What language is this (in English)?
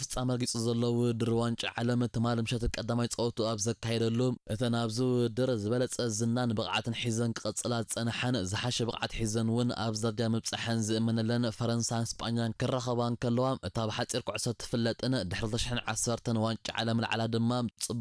Tigrinya